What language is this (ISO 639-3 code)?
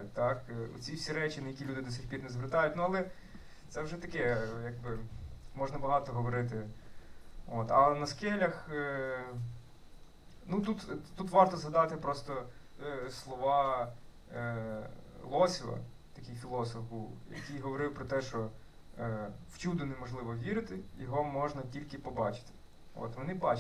ukr